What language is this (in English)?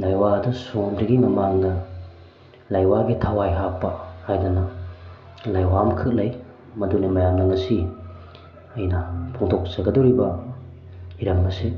Manipuri